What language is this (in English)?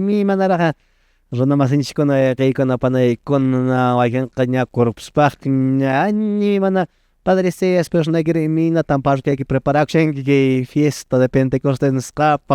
Quechua